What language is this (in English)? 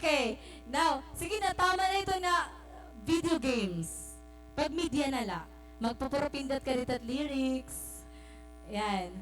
Waray